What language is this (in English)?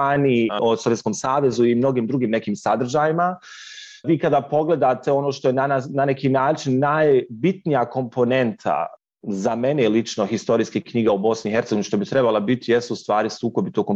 Bosnian